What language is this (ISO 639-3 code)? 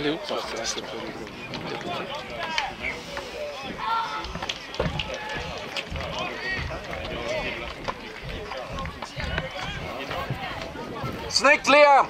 swe